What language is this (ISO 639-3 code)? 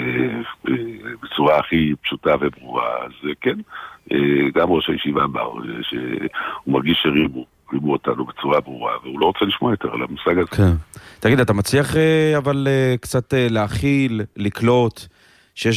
heb